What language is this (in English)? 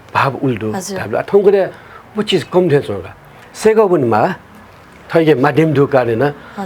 Newari